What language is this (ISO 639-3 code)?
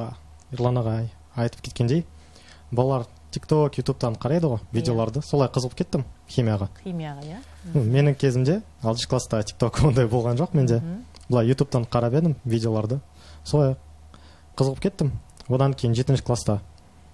kaz